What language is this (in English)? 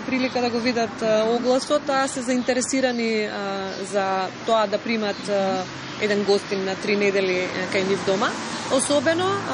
Macedonian